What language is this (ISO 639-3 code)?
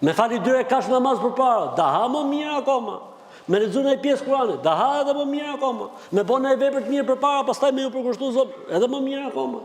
sqi